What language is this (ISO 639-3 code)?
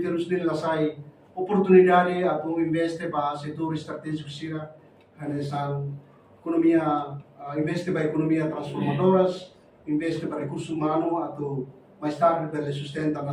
tet